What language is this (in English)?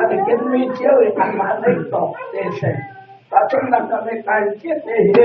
Hakha Chin